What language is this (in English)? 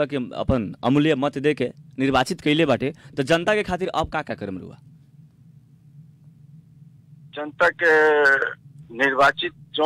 Bhojpuri